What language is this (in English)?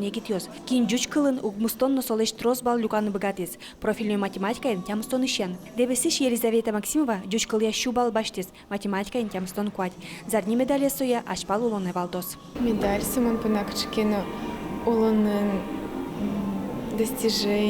Udmurt